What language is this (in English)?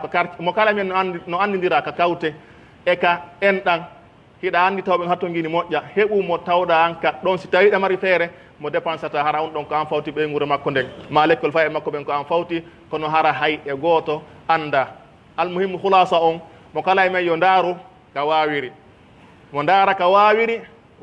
Pular